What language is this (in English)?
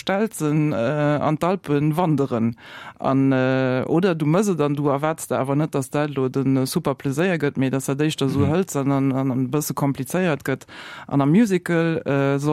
Luxembourgish